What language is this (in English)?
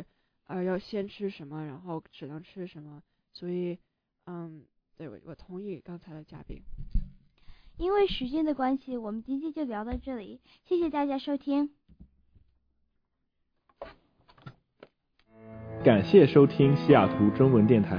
Chinese